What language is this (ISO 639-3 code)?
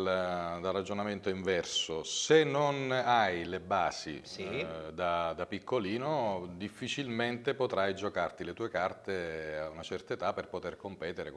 ita